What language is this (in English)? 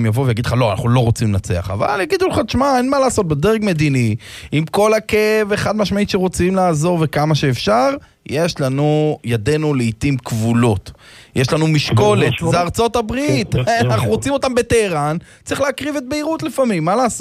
Hebrew